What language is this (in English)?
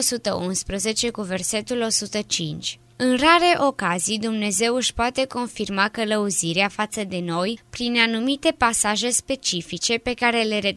Romanian